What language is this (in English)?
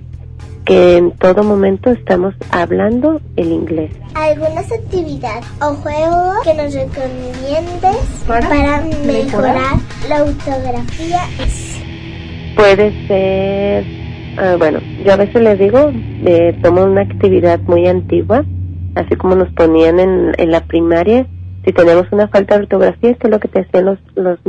Spanish